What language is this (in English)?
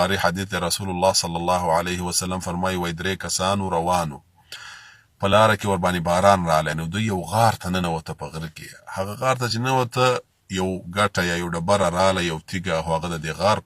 Pashto